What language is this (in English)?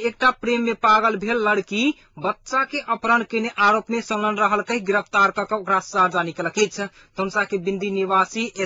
Maithili